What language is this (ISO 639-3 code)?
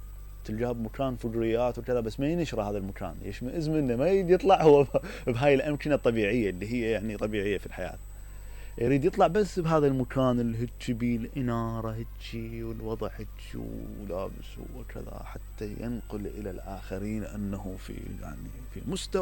acm